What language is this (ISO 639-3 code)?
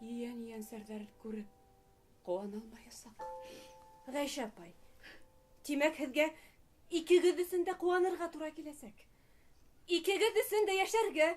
bak